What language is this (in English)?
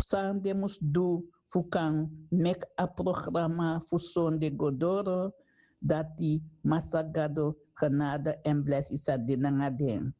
Sranan Tongo